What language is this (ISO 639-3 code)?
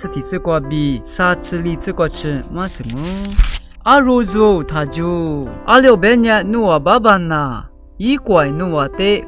lis